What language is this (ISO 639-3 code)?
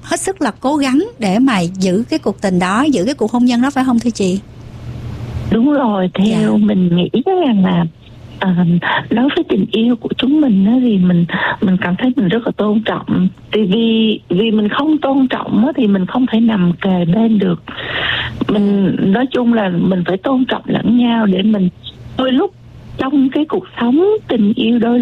vie